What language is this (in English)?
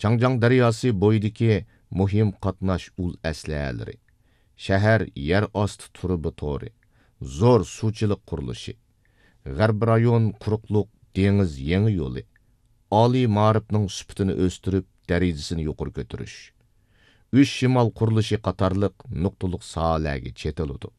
Uyghur